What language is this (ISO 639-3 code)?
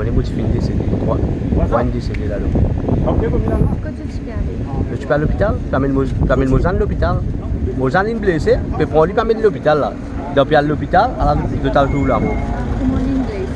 mfe